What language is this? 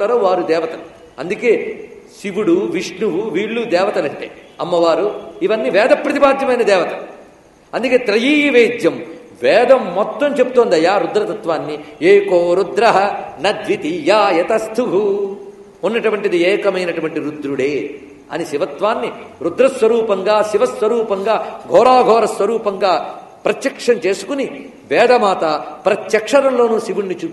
Telugu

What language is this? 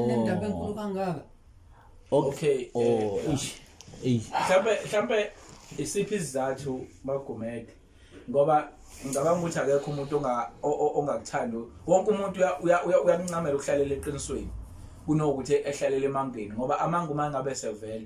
Zulu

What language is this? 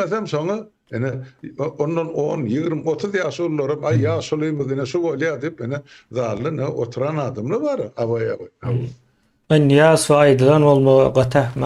Turkmen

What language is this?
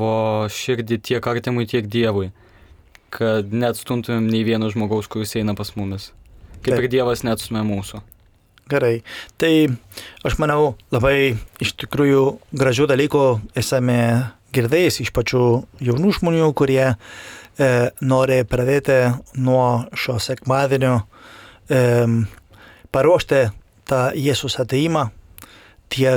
Lithuanian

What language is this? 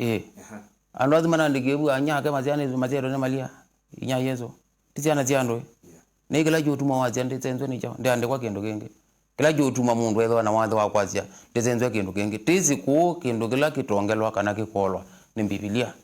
Kamba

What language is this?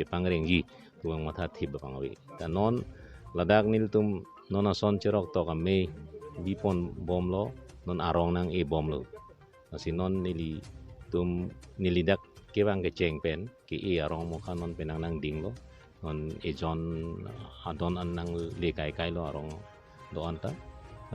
Karbi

